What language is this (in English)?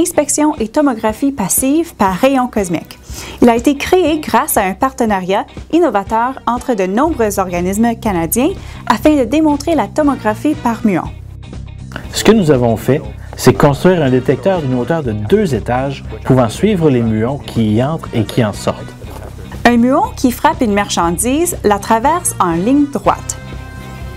French